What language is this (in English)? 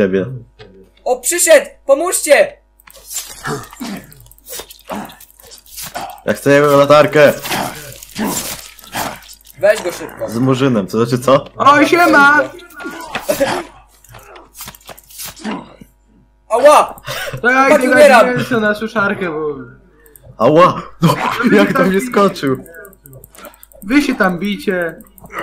Polish